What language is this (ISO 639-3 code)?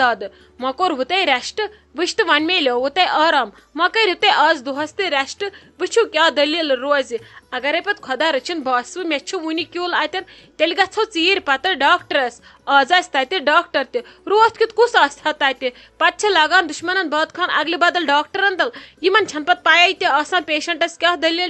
kas